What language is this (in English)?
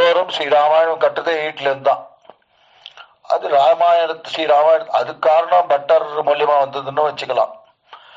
Tamil